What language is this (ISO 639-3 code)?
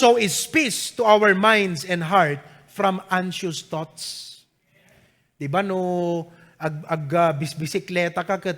ilo